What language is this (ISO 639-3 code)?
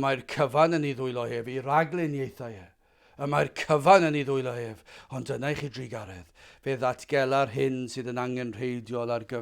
cym